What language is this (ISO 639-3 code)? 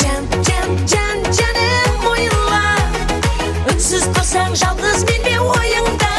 kaa